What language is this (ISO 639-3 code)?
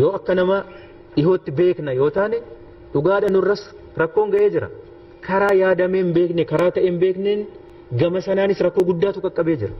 orm